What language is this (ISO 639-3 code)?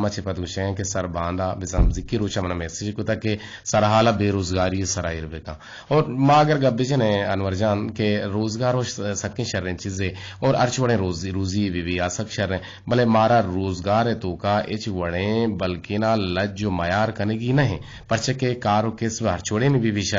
bgp